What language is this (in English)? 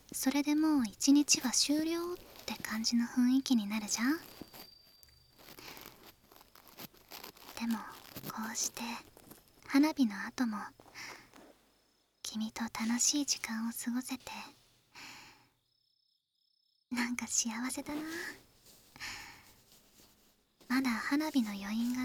Japanese